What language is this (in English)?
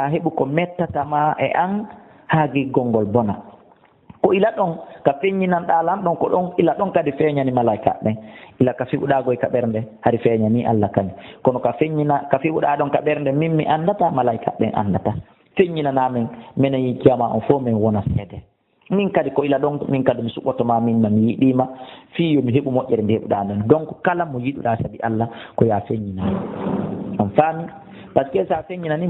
Fula